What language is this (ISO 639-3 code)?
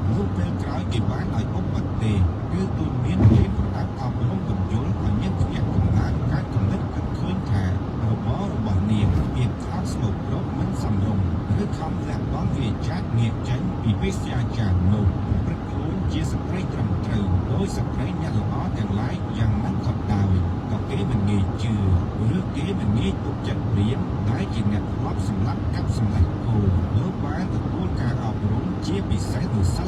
khm